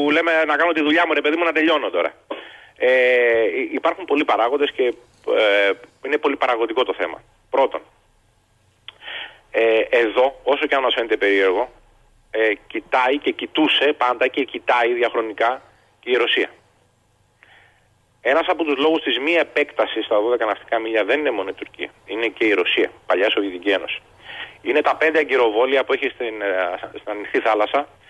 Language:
Greek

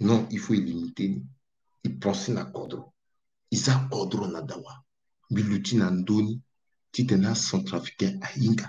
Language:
Sango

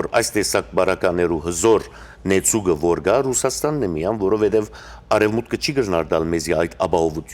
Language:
Western Armenian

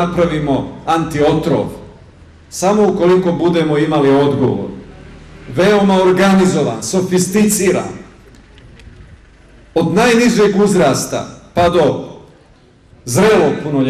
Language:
Bosnian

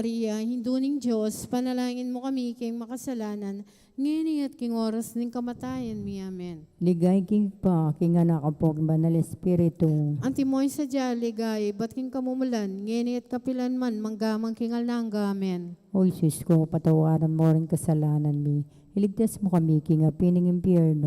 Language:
Pampanga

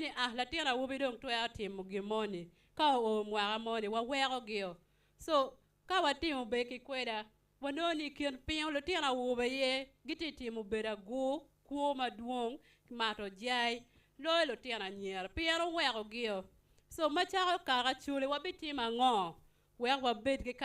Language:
Acoli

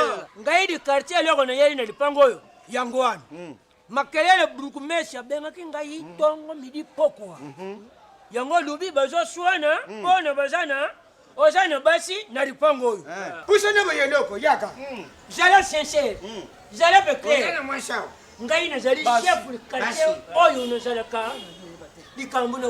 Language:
Lingala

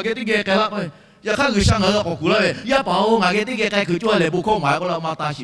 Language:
Lahu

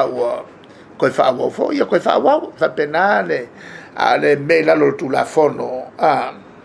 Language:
Samoan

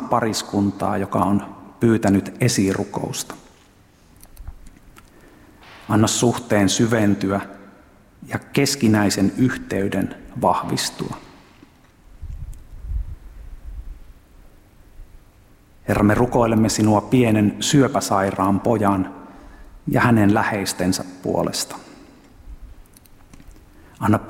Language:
Finnish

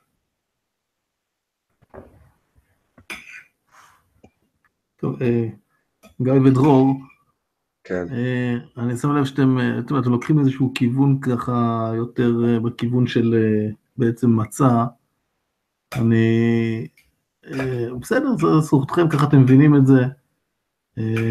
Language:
Hebrew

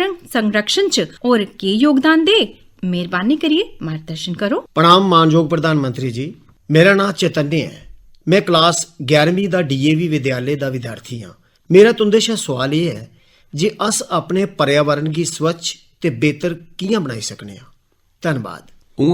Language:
Dogri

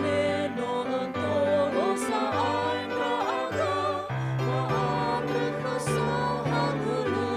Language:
Nias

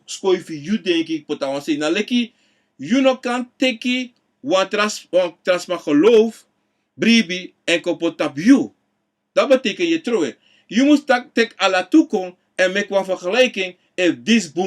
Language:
Sranan Tongo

